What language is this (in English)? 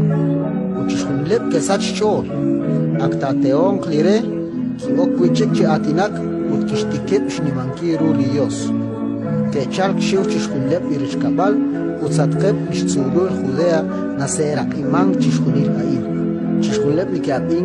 Kekchí